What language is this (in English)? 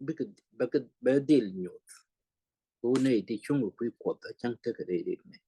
Nuer